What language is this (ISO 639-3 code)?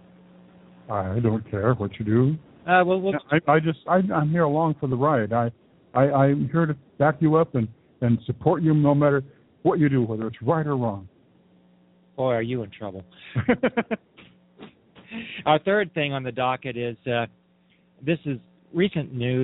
eng